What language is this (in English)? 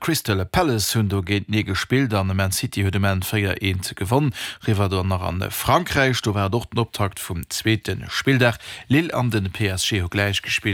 Luxembourgish